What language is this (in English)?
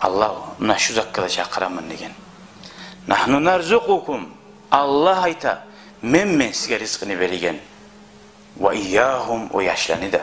Kumyk